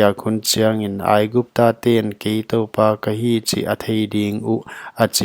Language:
Paite Chin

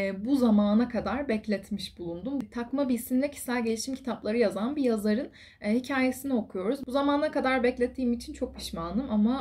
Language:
Turkish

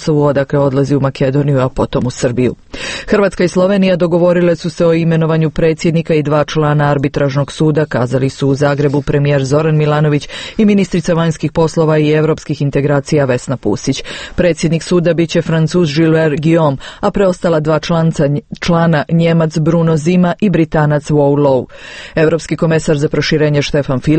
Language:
Croatian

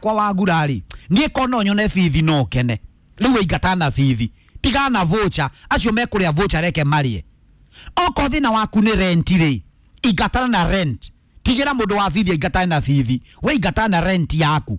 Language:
Kikuyu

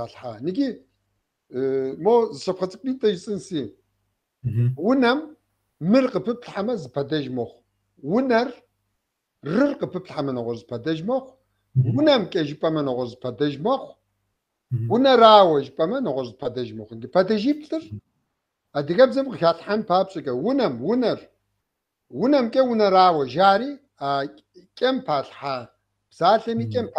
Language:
Kabardian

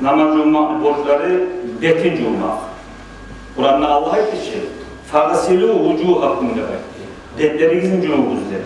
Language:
Kumyk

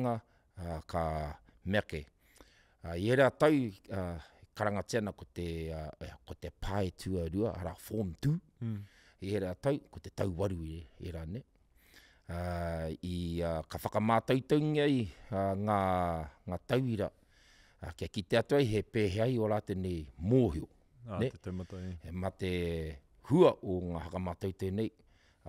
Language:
Māori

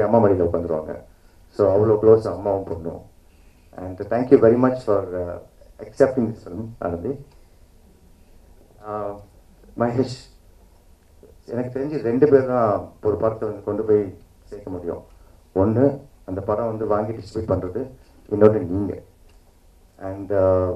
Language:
Tamil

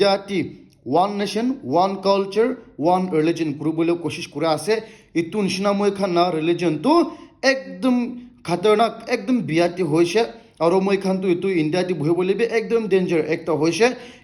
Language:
Naga Pidgin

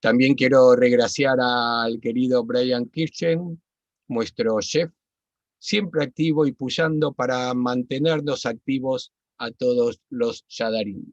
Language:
Ladino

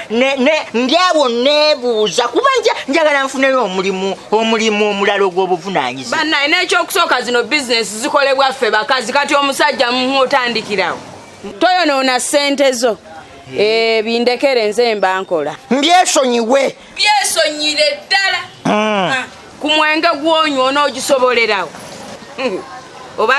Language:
Ganda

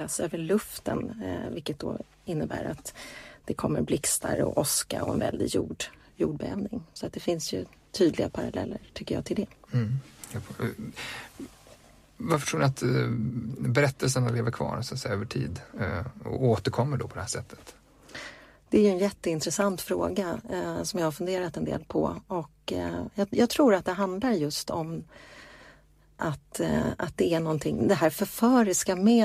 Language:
Swedish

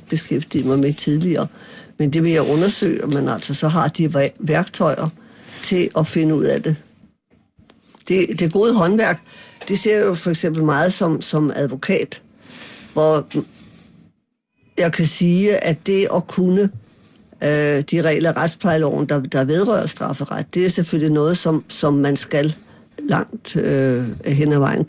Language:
Danish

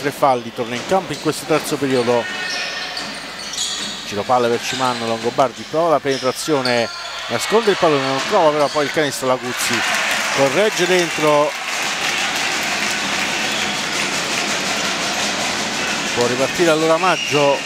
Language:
Italian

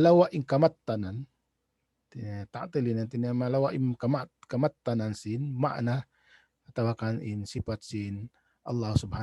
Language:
Tausug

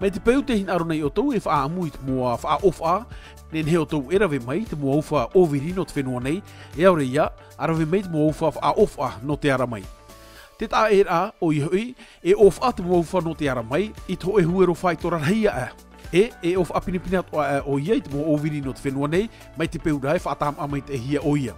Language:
Tahitian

